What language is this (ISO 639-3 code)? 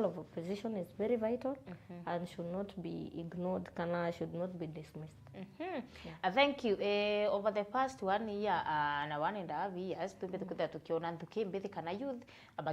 mer